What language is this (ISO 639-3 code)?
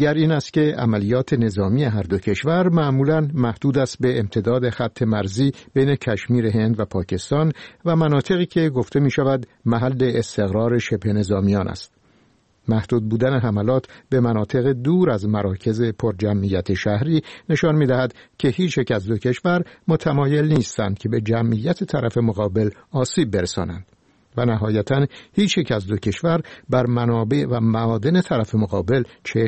fas